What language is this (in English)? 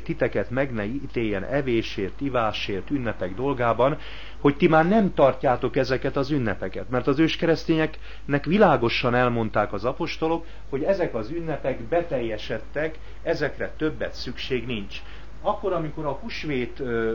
Hungarian